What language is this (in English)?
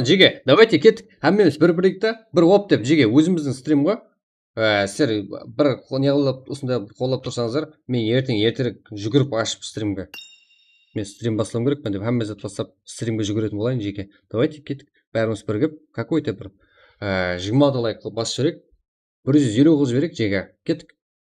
Kara-Kalpak